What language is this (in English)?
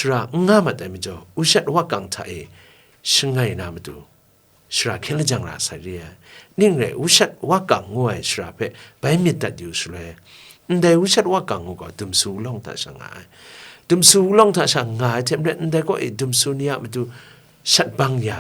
Kachin